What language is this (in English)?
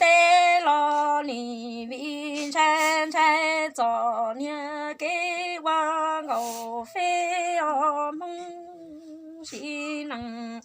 Hmong